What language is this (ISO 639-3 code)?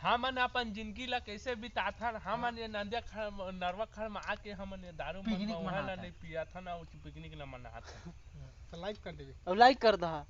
hne